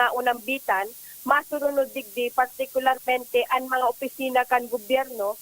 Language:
Bikol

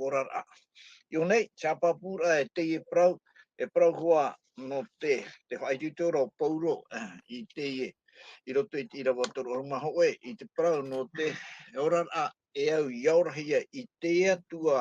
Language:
Tahitian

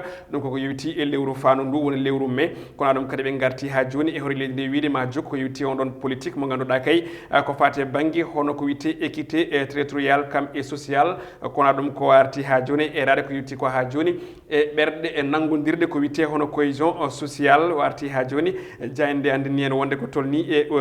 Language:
Fula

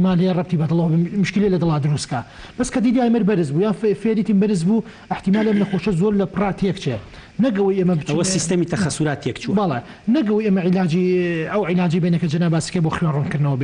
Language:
Central Kurdish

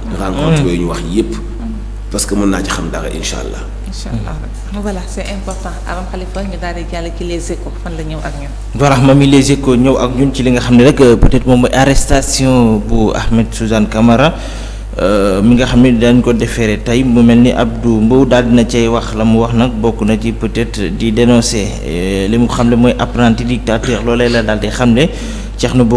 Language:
Wolof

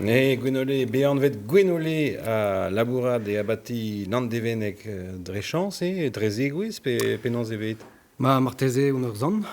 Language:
Breton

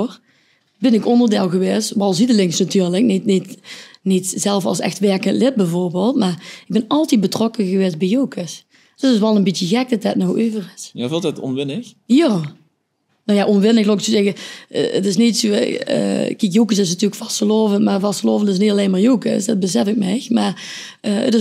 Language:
Limburgish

